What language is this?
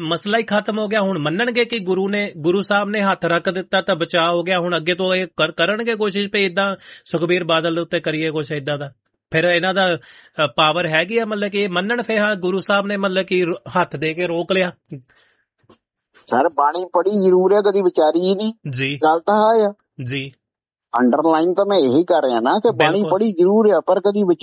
Punjabi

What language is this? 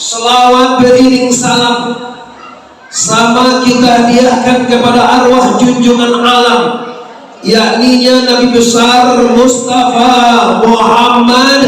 Minangkabau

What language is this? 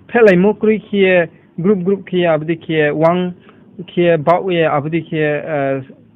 Riang (India)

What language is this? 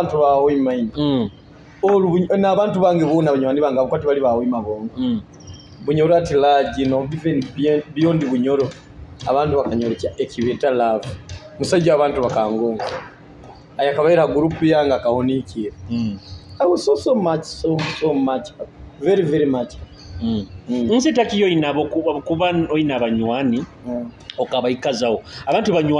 Nyoro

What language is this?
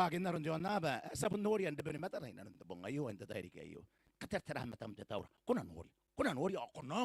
Gilbertese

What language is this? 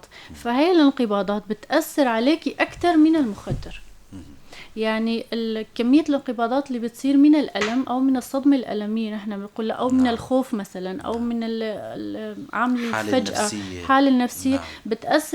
North Levantine Arabic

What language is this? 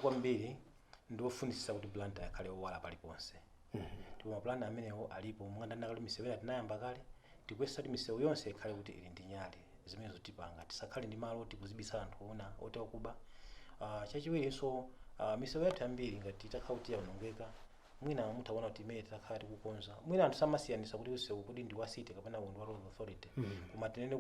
Nyanja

